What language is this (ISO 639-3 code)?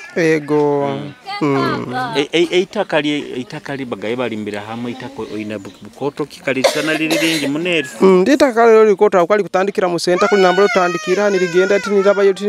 nyo